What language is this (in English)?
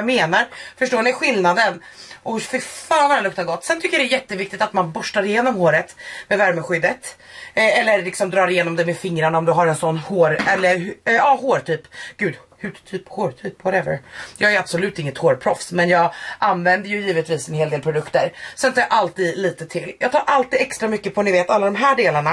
Swedish